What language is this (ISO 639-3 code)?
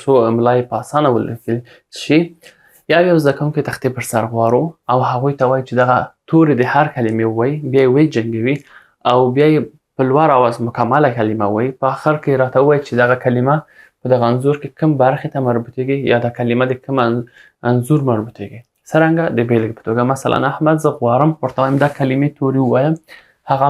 pus